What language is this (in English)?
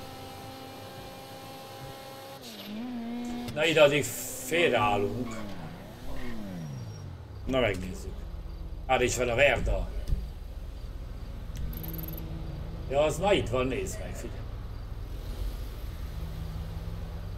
Hungarian